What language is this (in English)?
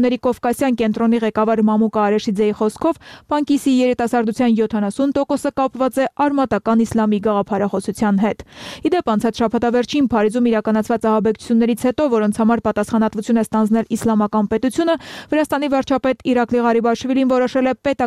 Armenian